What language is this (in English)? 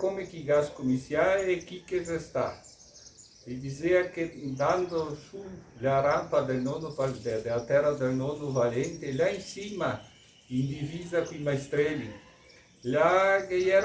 Venetian